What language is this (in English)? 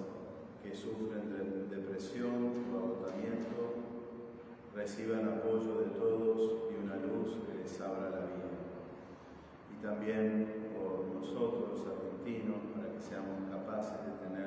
Spanish